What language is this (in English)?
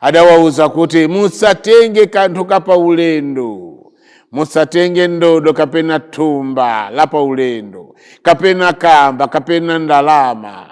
Nyanja